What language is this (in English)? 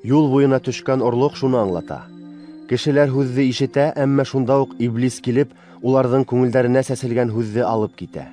Bashkir